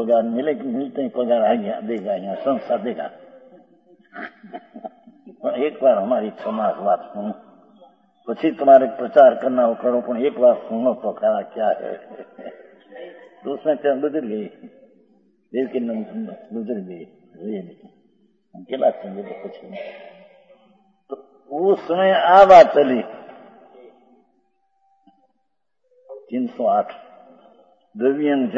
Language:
Hindi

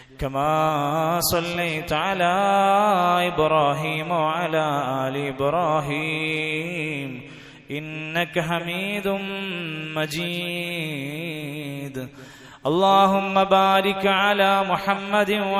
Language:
Malayalam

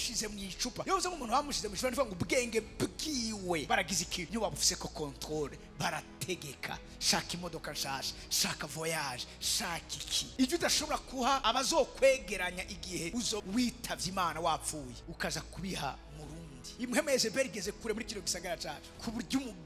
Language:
Rundi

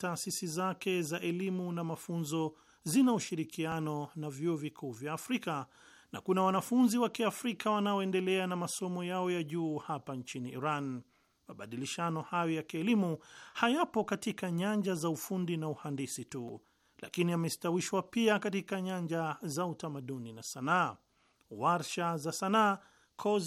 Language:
Swahili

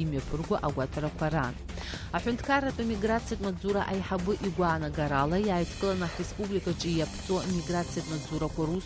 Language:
Abkhazian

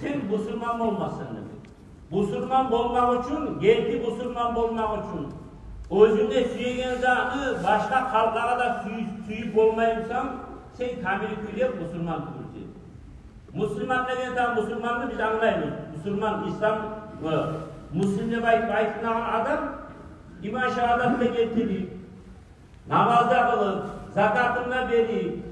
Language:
Kumyk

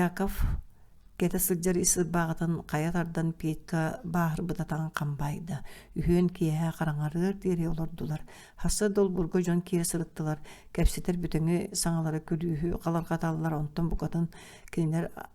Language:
Yakut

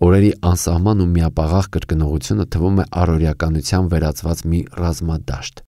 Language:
Armenian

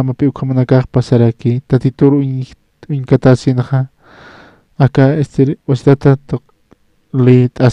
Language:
Aymara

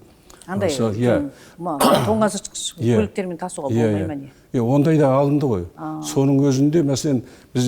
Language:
Kazakh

